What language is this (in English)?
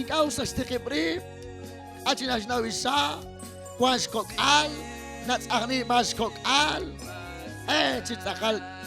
Kekchí